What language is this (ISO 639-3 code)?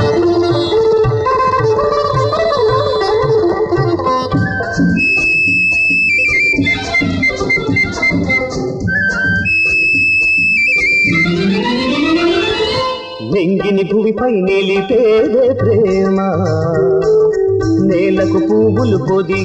tel